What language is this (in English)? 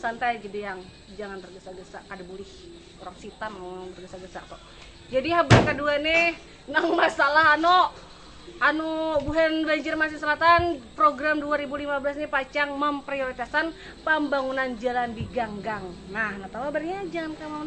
Banjar